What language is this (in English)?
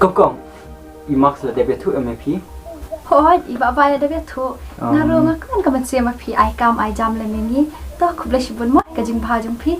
Khasi